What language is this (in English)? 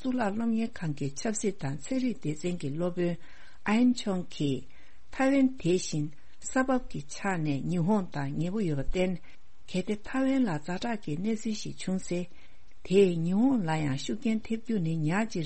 Tibetan